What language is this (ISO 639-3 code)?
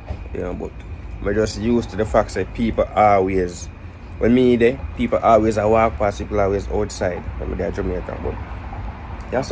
jam